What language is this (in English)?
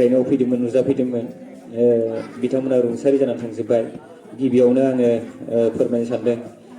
Bodo